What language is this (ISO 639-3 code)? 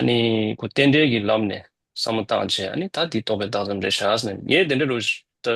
bod